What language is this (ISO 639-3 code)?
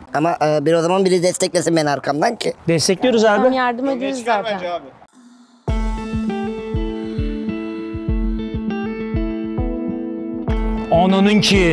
tur